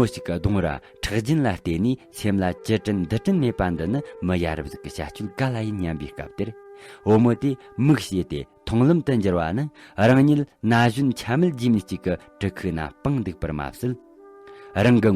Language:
Tibetan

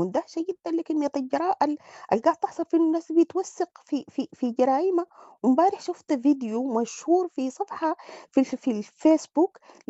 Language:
Sudanese Arabic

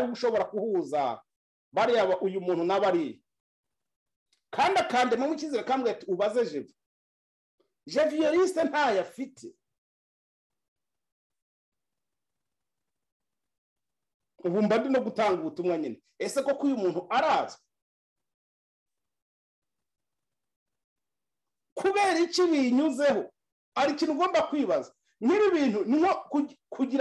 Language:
Kinyarwanda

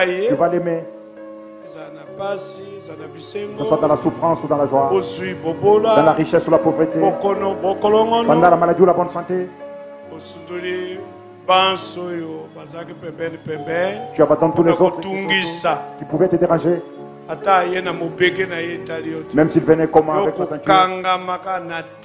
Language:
French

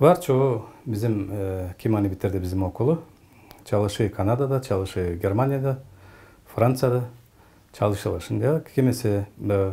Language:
Gagauz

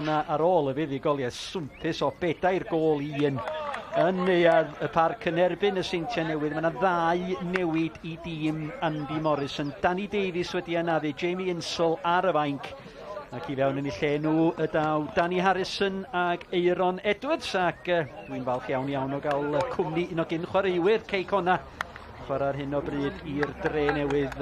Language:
Welsh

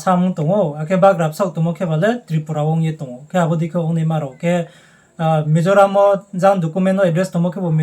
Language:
Riang (India)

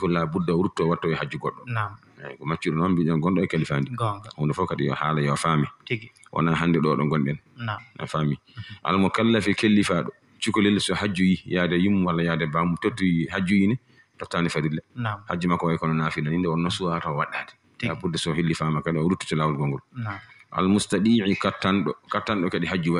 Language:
Fula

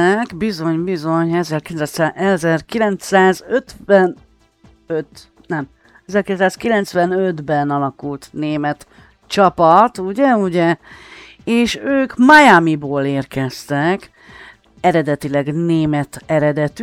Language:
Hungarian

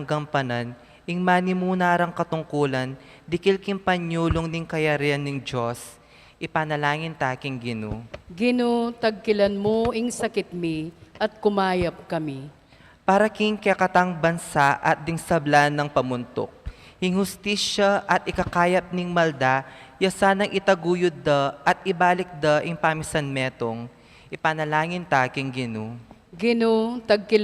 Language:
Pampanga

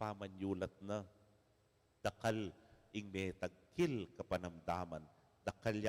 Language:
Pampanga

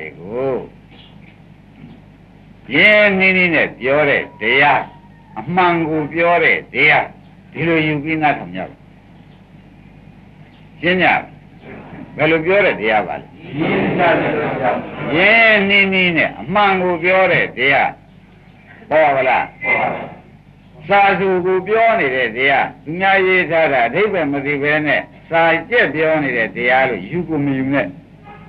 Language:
Burmese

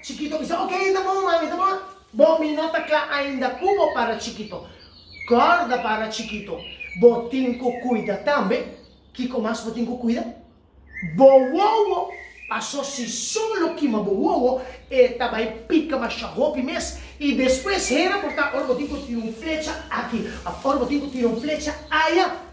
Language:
Papiamento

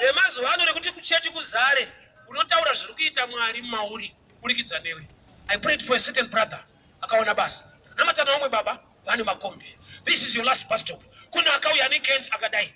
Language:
Shona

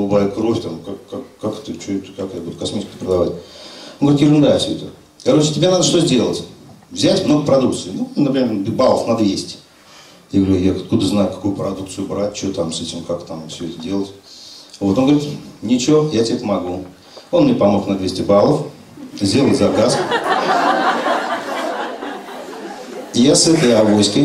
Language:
Russian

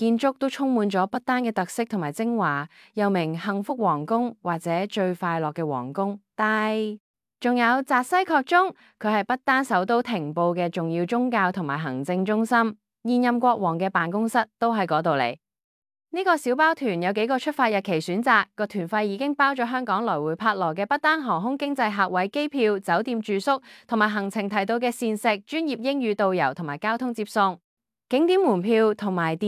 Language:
Cantonese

